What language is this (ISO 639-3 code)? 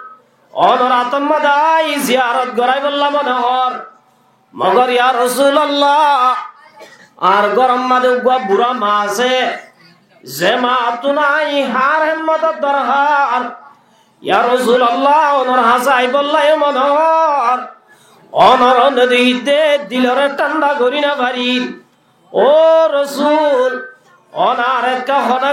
rhg